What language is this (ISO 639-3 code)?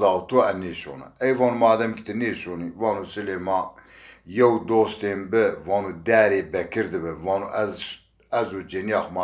zza